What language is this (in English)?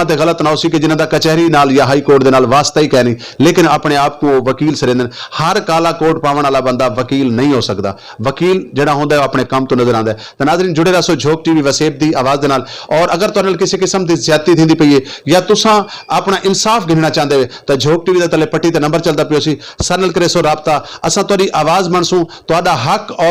Saraiki